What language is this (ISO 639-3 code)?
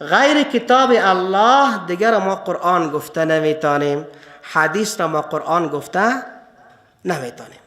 fas